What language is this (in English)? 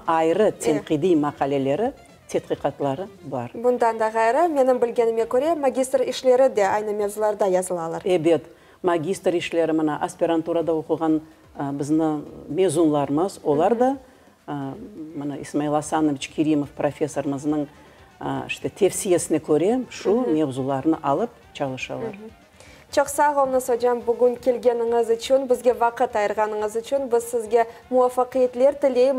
Crimean Tatar